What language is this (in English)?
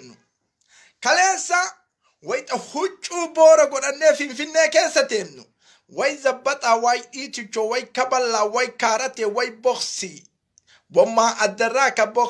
Oromo